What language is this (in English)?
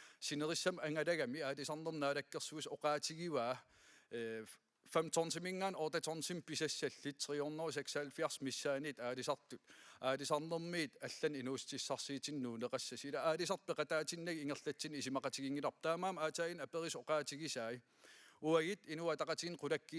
Kalaallisut